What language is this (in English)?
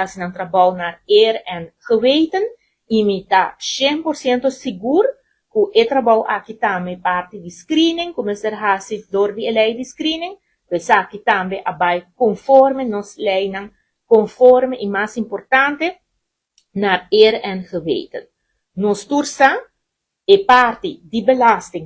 Papiamento